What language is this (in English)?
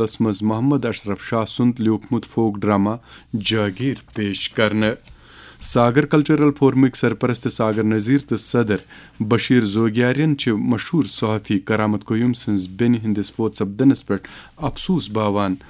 Kashmiri